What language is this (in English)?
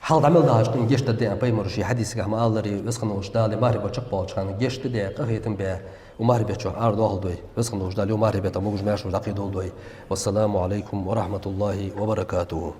Ingush